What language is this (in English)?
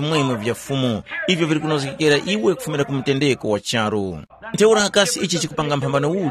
Tumbuka